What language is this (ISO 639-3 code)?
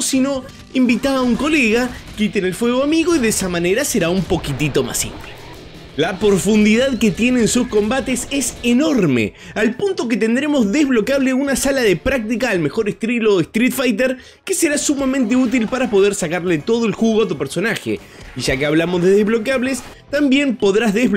spa